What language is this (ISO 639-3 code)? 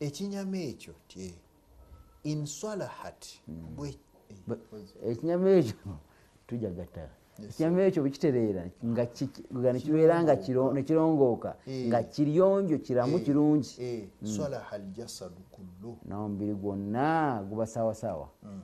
lug